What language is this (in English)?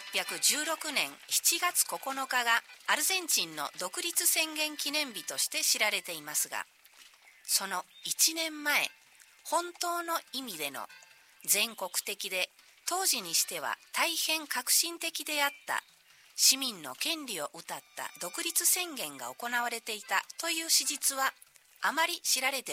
Japanese